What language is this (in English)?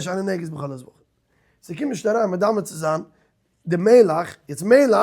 Yiddish